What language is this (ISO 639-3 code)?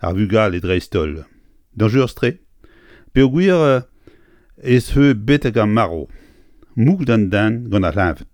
bre